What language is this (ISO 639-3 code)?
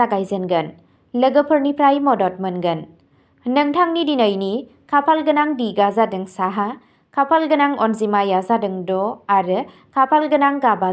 brx